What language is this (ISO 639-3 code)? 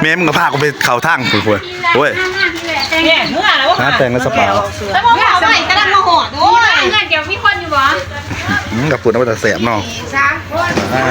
tts